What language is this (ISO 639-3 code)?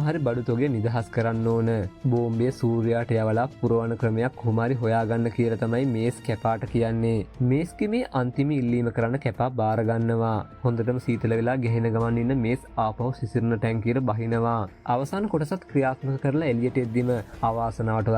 sin